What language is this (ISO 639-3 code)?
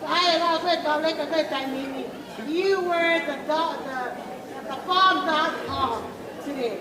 ton